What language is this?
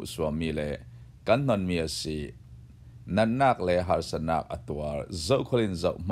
Falam Chin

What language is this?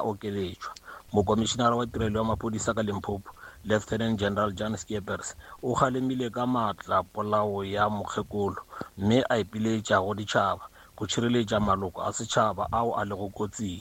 Northern Sotho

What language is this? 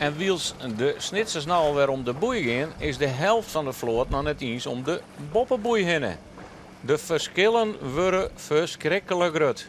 Western Frisian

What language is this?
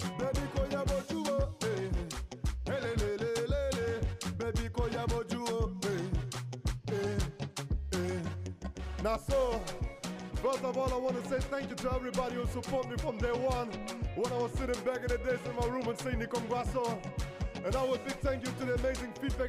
Nigerian Pidgin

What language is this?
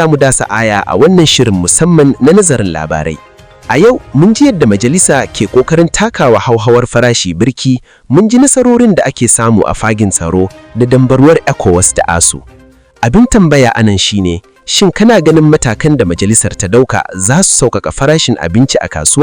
Hausa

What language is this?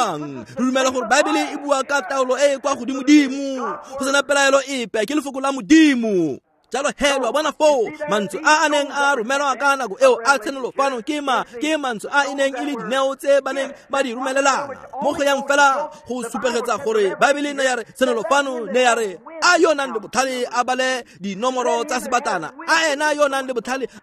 Tswana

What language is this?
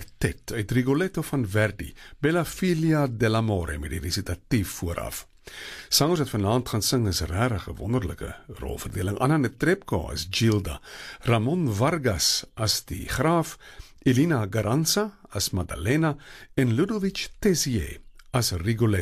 Afrikaans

